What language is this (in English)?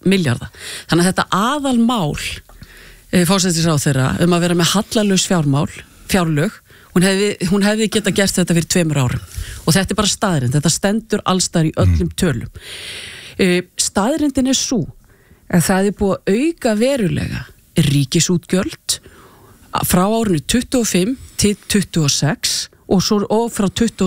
Icelandic